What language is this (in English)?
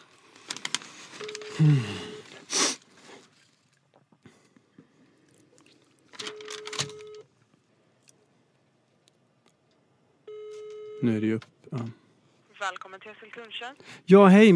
Swedish